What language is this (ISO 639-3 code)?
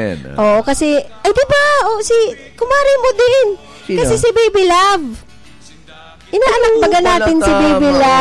fil